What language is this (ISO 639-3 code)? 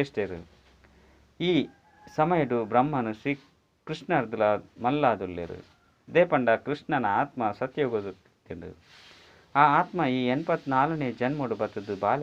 tcy